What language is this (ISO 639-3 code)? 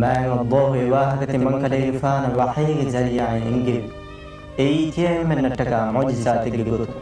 div